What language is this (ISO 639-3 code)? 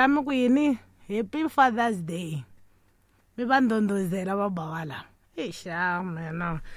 tso